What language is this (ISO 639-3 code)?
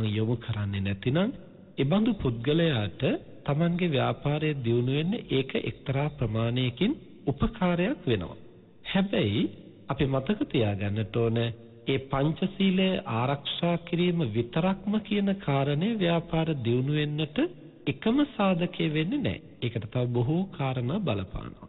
sin